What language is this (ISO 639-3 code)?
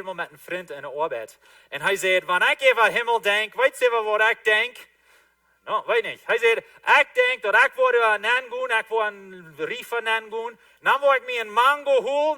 pdt